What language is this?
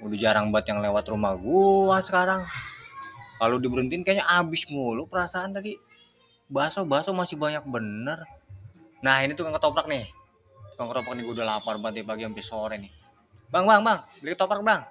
Betawi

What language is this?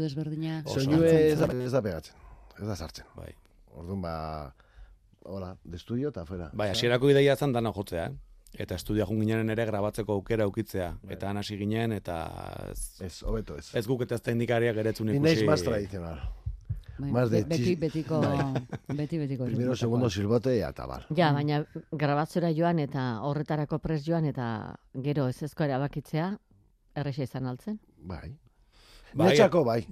Basque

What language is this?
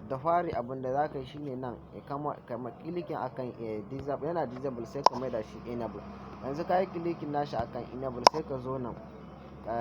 Hausa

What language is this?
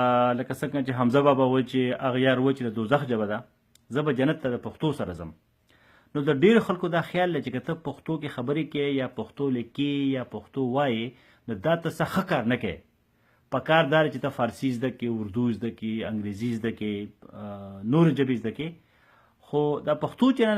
Pashto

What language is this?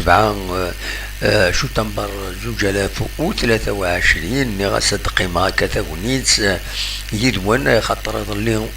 Kabyle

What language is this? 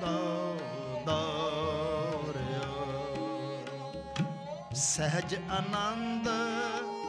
Punjabi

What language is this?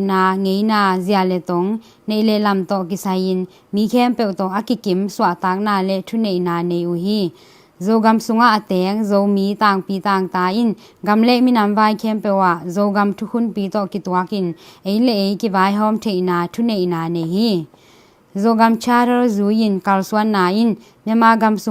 Tedim Chin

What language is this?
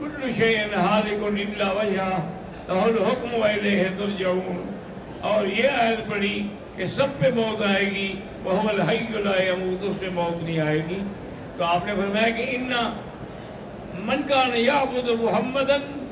Urdu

